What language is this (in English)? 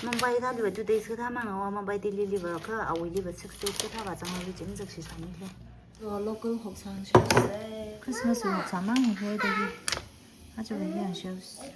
Tangkhul Naga (India)